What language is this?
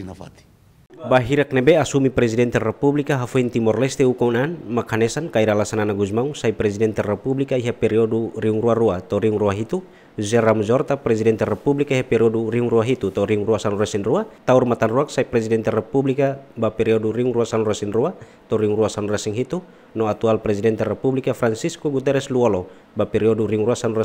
Tetum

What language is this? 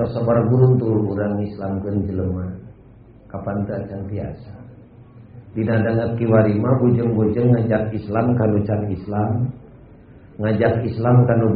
Sundanese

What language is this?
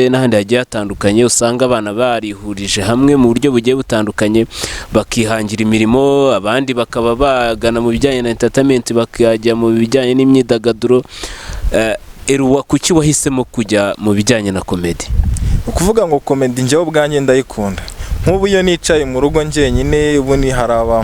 Kinyarwanda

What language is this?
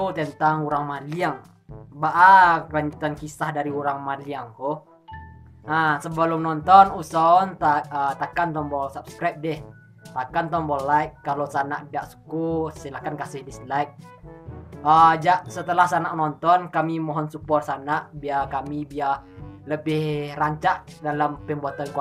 Minangkabau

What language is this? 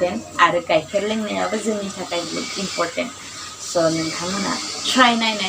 Bodo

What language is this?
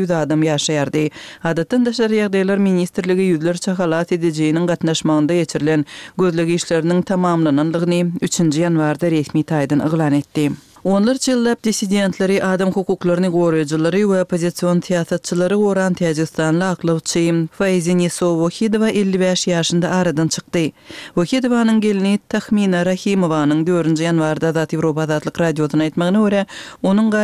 Kyrgyz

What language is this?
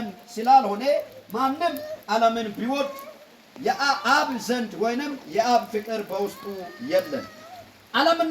Amharic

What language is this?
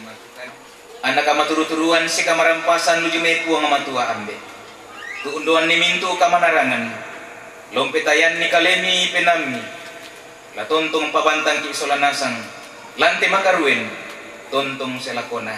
Toraja-Sa'dan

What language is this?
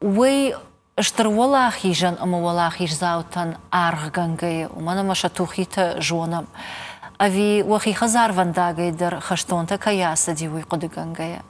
Ossetic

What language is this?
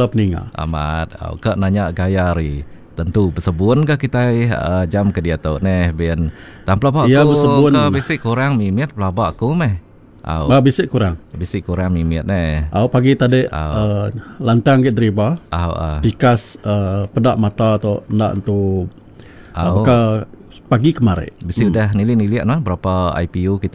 Iban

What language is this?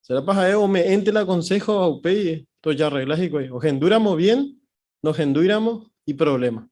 Guarani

